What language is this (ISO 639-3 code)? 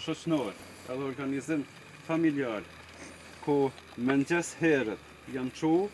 sqi